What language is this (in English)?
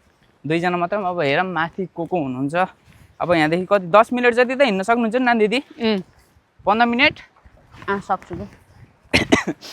Nepali